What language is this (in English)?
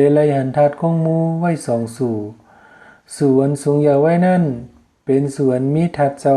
Shan